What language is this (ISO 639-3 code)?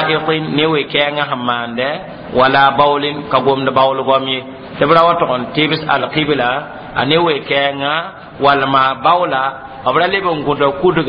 mos